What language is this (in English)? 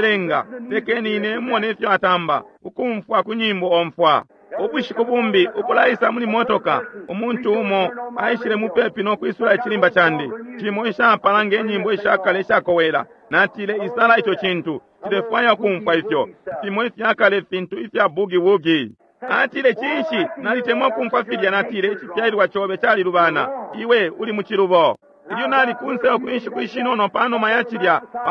Bemba